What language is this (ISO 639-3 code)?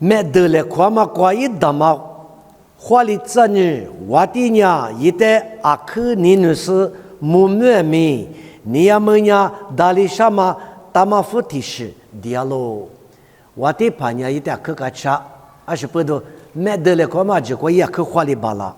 lis